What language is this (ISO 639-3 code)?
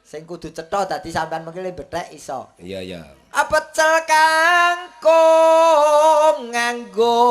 jav